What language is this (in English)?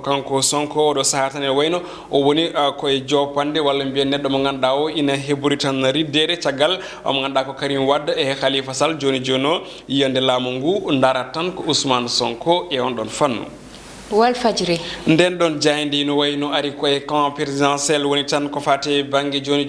Fula